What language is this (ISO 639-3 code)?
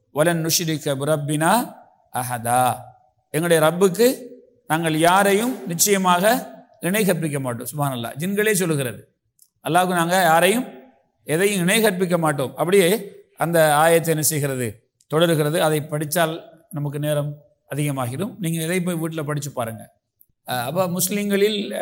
tam